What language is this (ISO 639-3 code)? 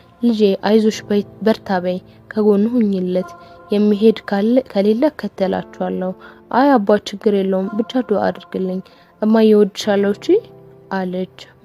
amh